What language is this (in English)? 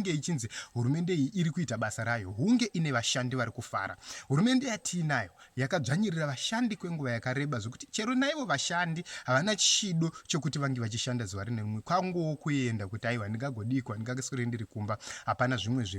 Shona